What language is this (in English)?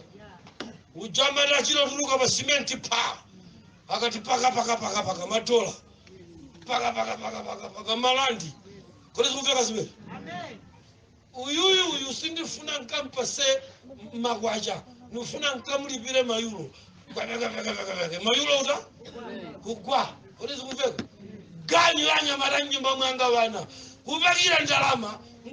Nyanja